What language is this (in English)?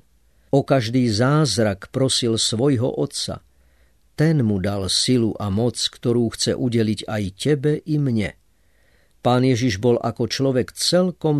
Slovak